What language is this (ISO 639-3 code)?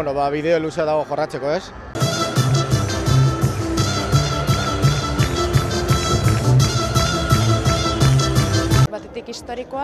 eus